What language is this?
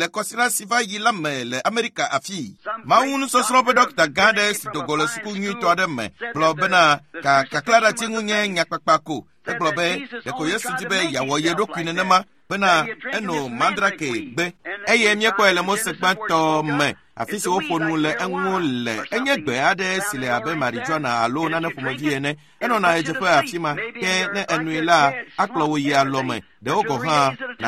Ewe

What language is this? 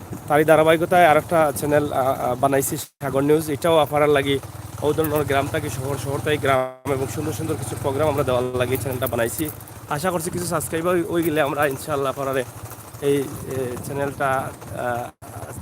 Sylheti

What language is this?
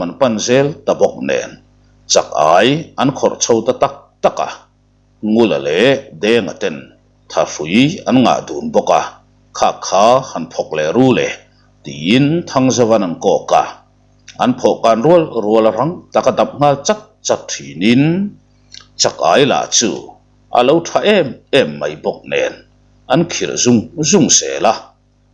Mizo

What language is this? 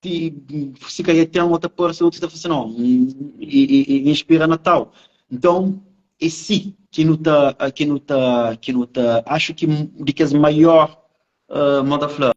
Kabuverdianu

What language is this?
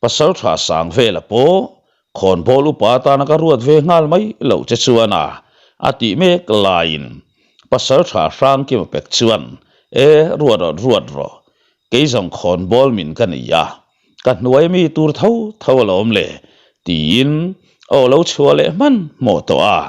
Mizo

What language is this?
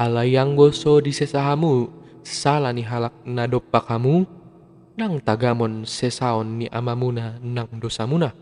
Batak Toba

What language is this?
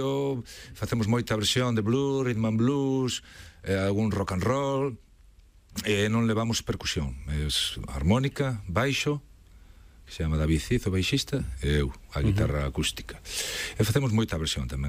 Galician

